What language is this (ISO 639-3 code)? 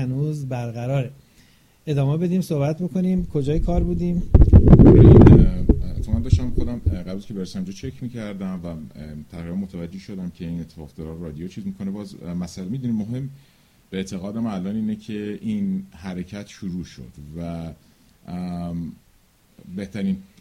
fas